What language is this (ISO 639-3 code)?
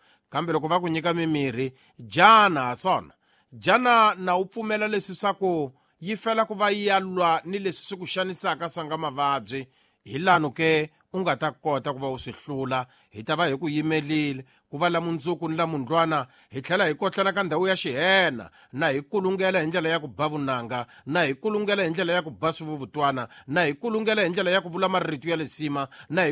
tso